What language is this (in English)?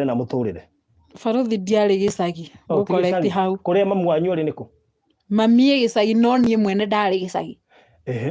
Kikuyu